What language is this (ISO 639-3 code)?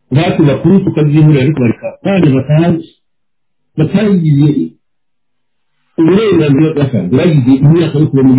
kin